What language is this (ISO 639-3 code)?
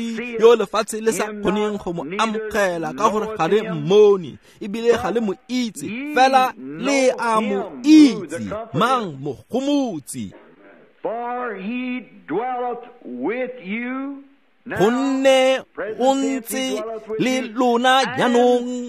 tsn